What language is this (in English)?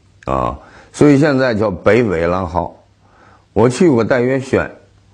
Chinese